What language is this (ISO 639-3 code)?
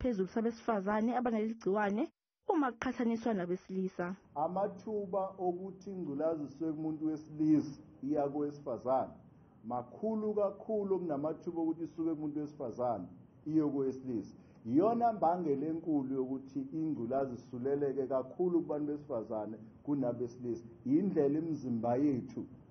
zul